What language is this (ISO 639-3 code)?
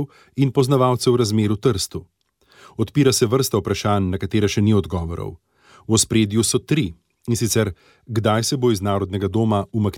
slv